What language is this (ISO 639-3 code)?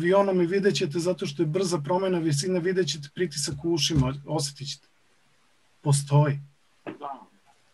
srp